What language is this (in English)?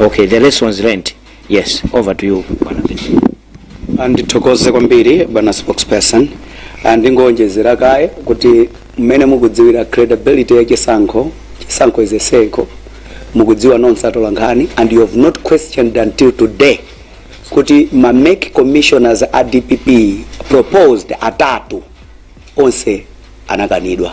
Nyanja